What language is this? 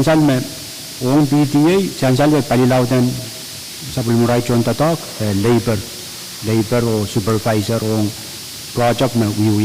Pohnpeian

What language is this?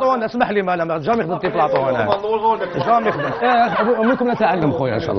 Algerian Arabic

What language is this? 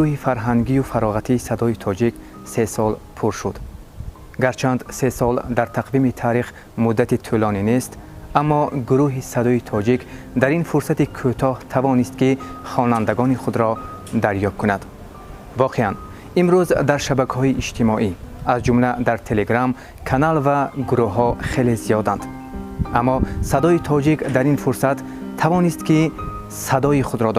Tajik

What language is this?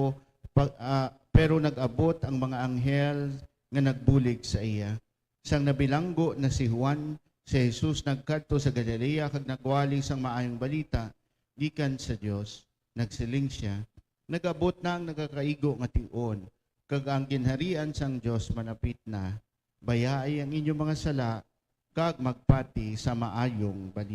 Hiligaynon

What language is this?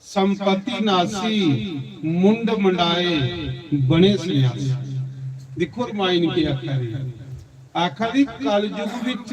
Dogri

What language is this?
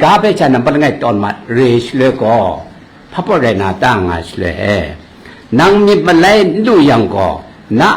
Kachin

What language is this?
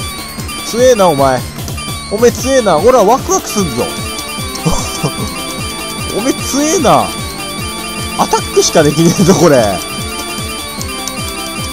Japanese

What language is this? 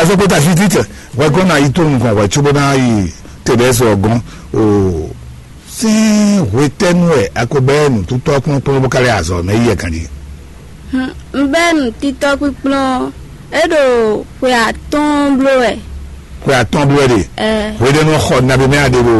Fon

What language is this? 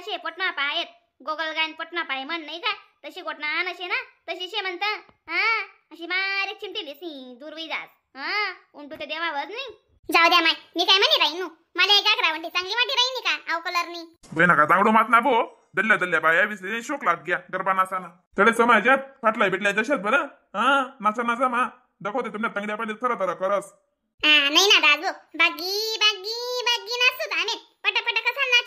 Khandesi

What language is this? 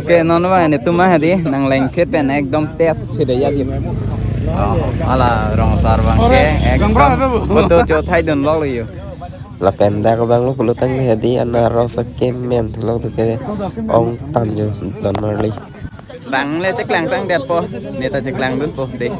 Karbi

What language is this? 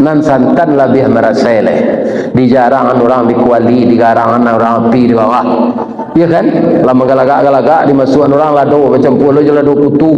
Minangkabau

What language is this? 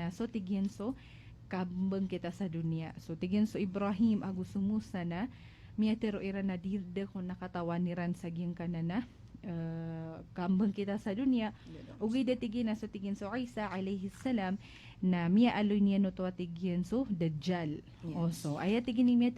Maranao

